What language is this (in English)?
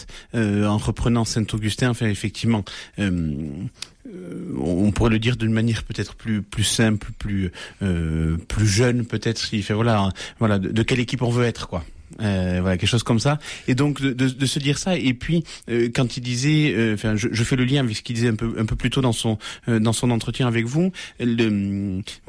French